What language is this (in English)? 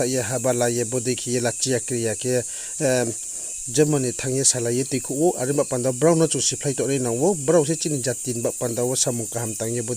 Riang (India)